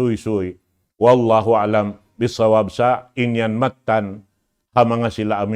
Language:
Tausug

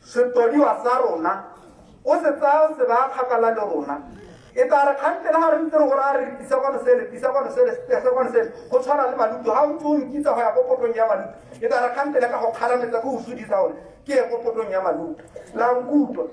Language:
Tswana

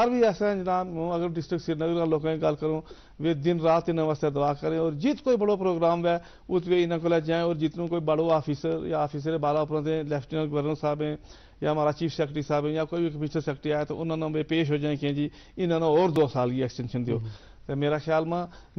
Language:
Gujari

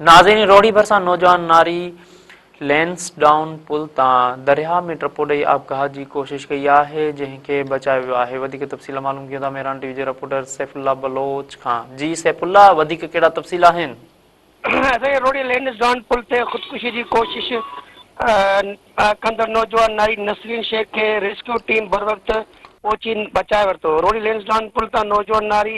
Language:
Sindhi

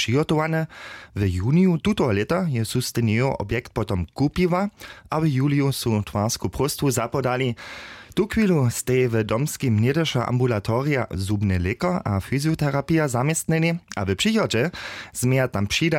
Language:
Upper Sorbian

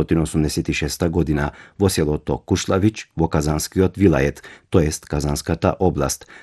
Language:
Macedonian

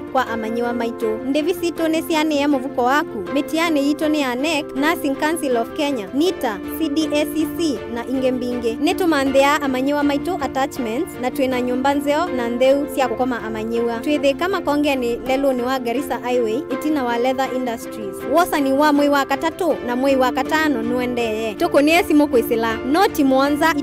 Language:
Kamba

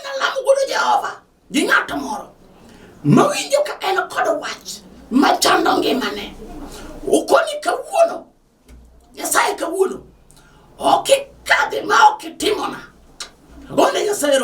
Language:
Luo (Kenya and Tanzania)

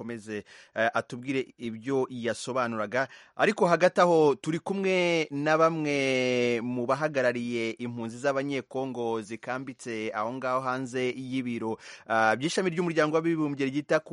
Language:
Kinyarwanda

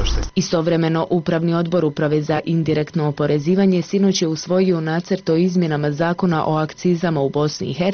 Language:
Bosnian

